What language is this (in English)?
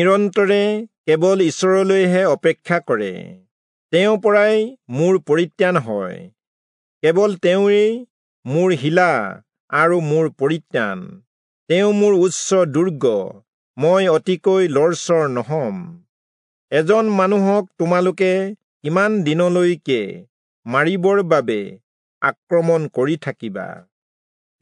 Assamese